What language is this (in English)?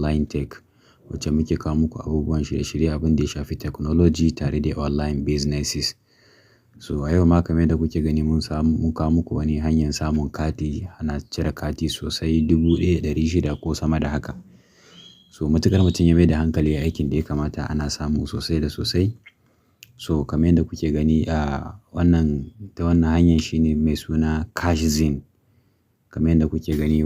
Hausa